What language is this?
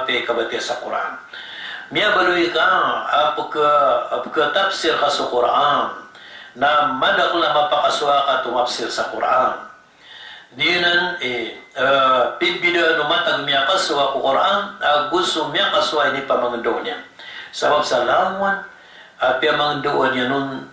Maranao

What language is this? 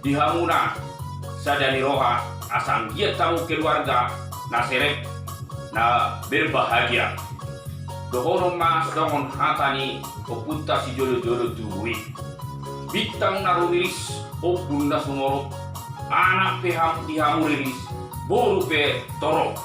Batak Toba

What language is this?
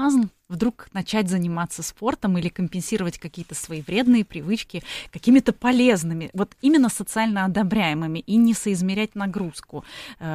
Russian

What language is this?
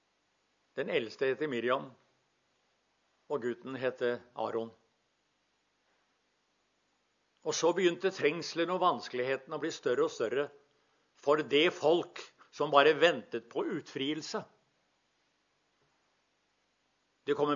Norwegian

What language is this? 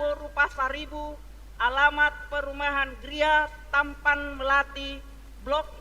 Batak Toba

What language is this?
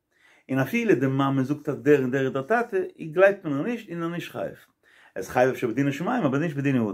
Yiddish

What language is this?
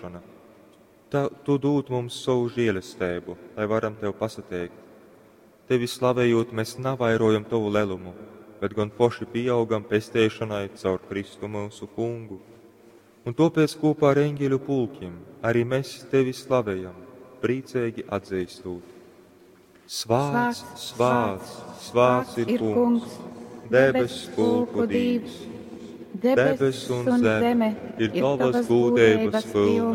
Latgalian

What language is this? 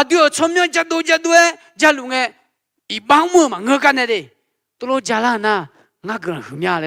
Akha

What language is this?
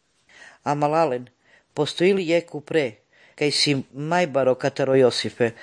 Slovenian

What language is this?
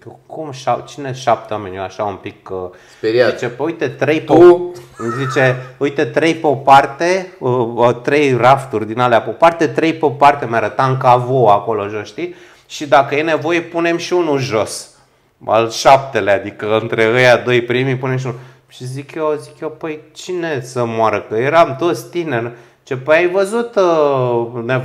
Romanian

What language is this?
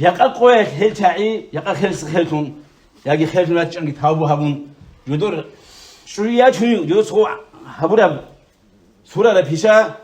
Avaric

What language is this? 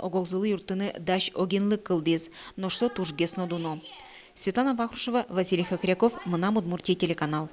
Udmurt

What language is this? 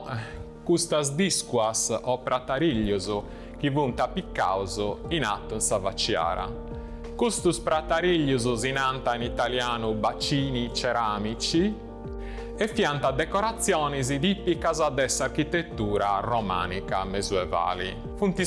Sardinian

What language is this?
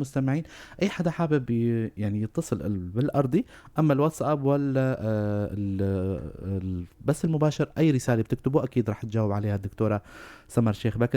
North Levantine Arabic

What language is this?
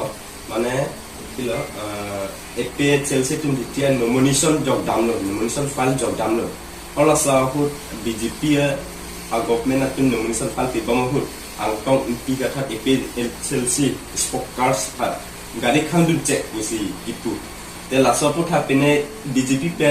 Karbi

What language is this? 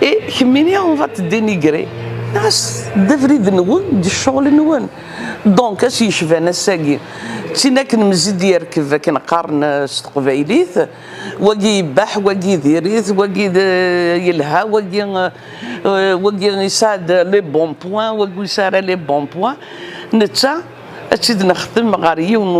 Kabyle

